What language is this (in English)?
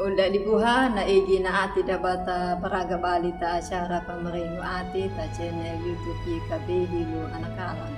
Anakalangu